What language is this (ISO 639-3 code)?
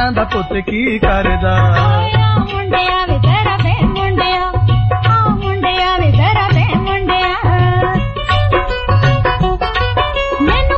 pan